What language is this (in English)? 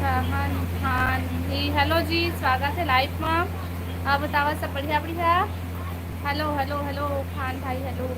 Chhattisgarhi